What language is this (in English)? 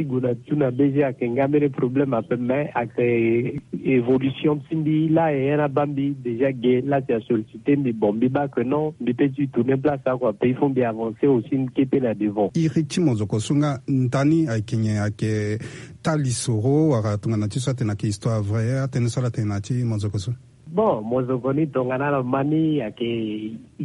Sango